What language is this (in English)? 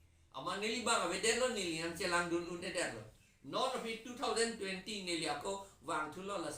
Karbi